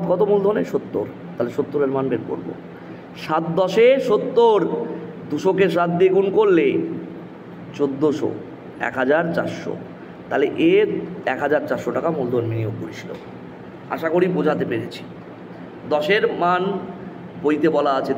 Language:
Bangla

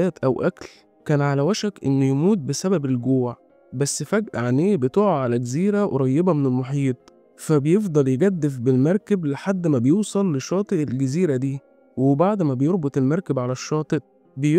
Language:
Egyptian Arabic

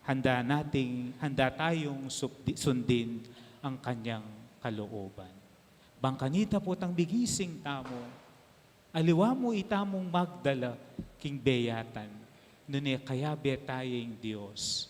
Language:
Pampanga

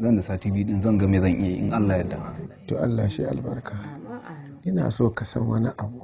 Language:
Hausa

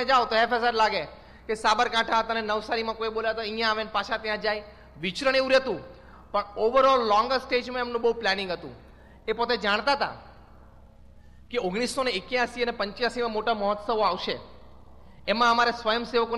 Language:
Gujarati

